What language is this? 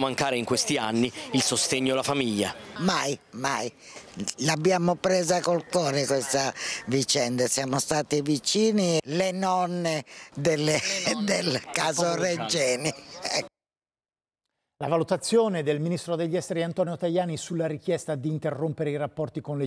Italian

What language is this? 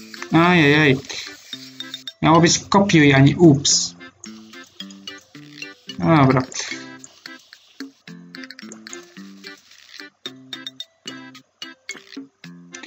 Polish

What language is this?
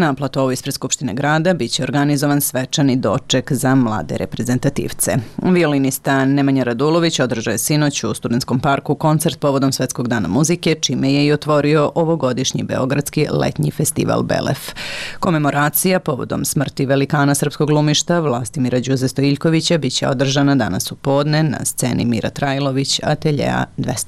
Serbian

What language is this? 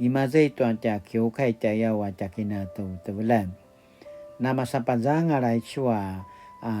Paiwan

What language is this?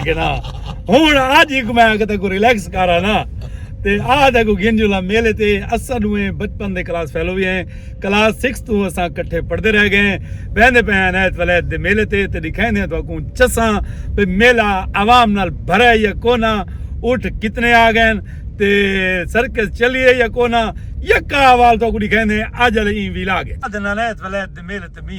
Saraiki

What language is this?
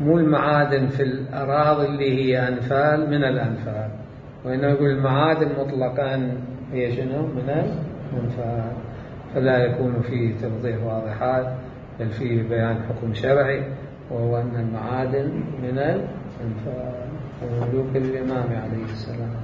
Mesopotamian Arabic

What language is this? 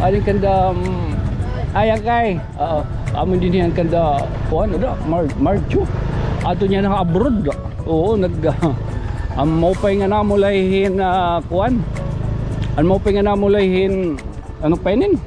Waray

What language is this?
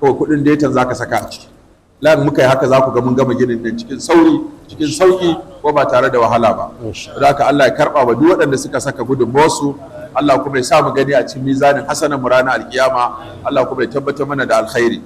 Hausa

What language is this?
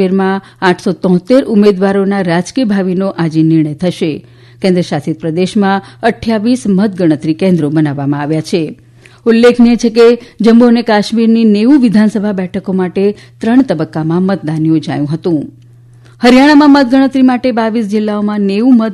Gujarati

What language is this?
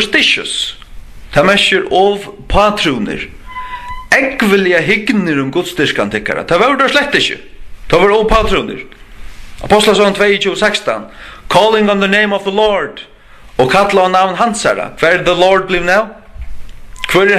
Faroese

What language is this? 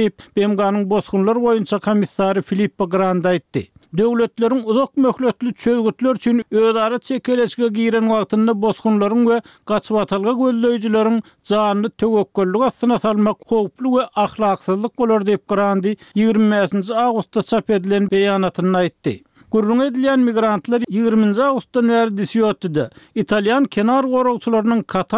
Turkmen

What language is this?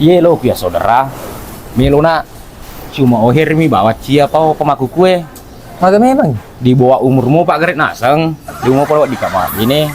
Buginese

